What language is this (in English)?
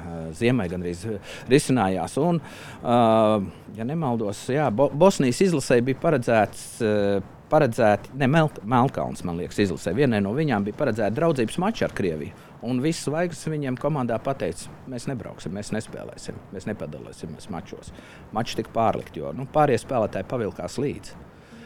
Latvian